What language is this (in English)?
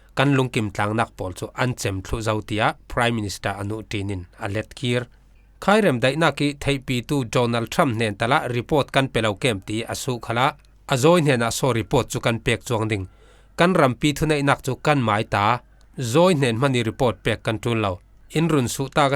Falam Chin